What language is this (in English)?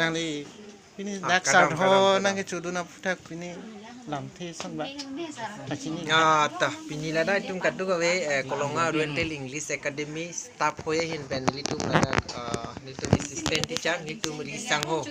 Karbi